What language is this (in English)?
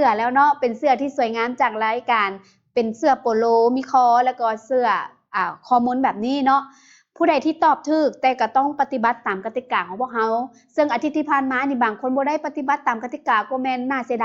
Lao